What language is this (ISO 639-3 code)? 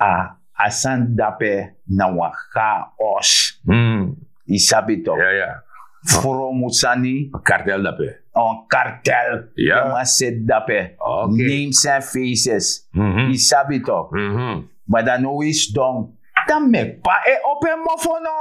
srn